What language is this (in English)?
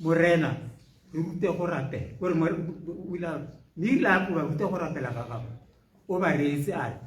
Tswana